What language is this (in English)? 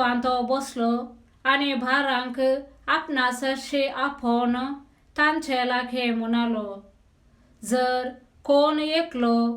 Konkani